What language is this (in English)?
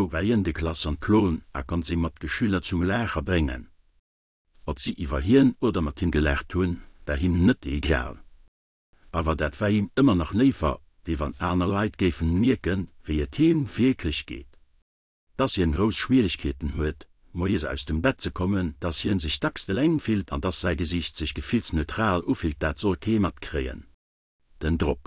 Luxembourgish